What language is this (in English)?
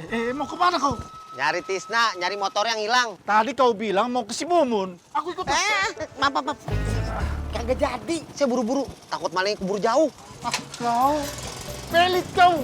Betawi